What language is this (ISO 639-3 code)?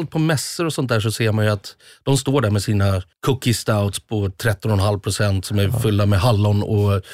swe